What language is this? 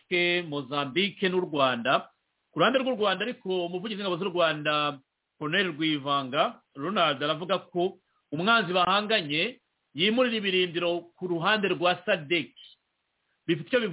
Kinyarwanda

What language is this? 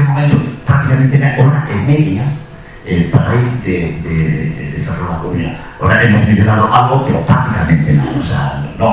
Galician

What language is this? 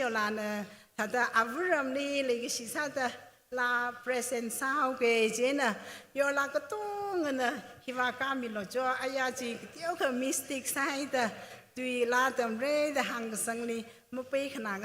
Tangkhul Naga (India)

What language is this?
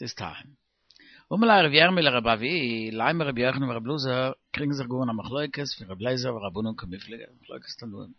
Yiddish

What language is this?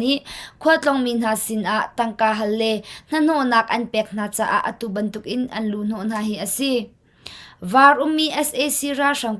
Hakha Chin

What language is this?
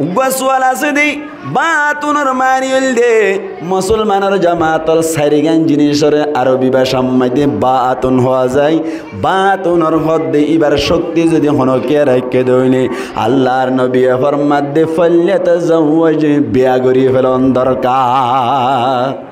Rohingya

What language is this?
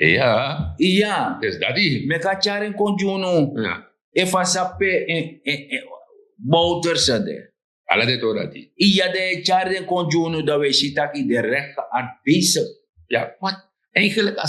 Sranan Tongo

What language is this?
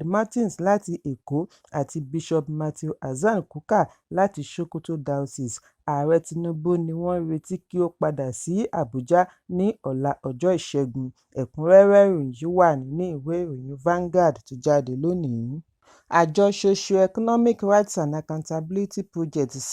Yoruba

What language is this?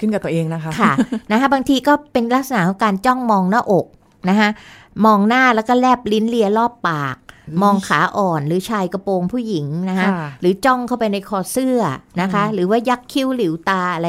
Thai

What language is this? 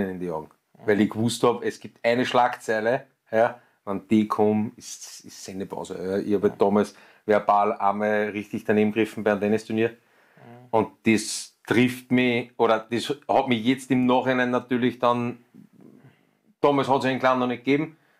German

